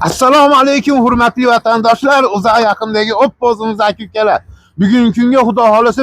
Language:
Uzbek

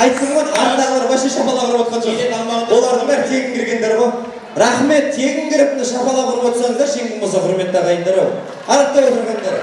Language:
Kara-Kalpak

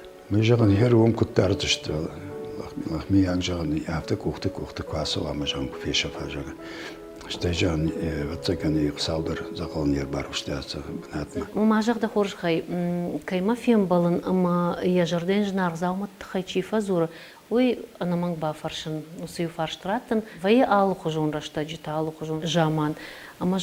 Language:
Ossetic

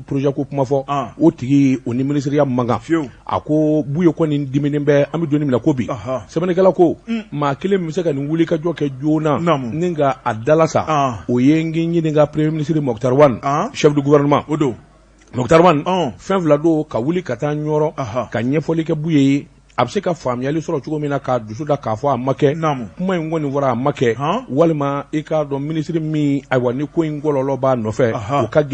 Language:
Bambara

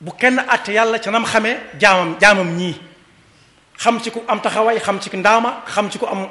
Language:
Wolof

